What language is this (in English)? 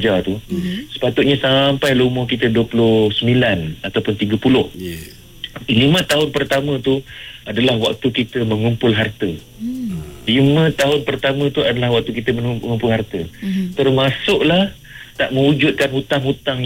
Malay